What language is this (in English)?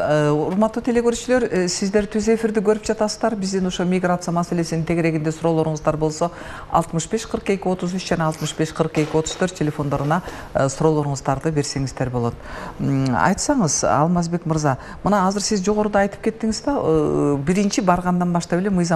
Kyrgyz